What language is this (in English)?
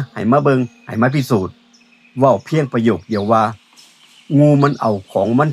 Northeastern Thai